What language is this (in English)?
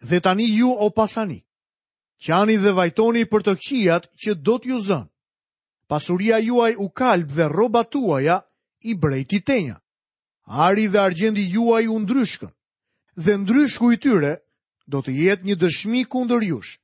Albanian